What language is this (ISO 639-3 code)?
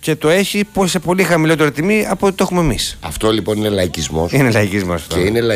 ell